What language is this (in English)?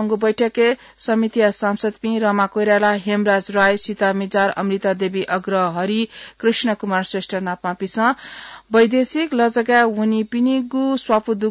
Newari